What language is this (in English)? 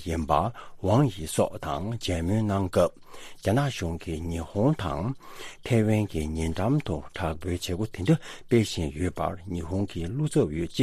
Tibetan